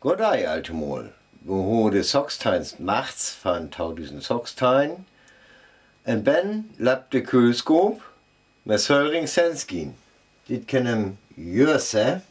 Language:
Northern Frisian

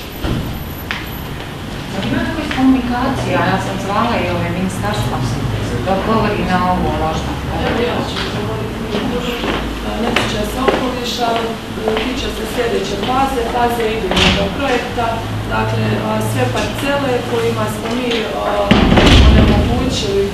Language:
Croatian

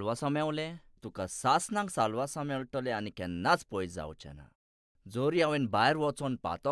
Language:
Konkani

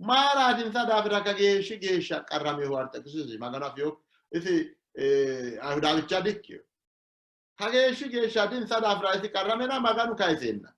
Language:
Sidamo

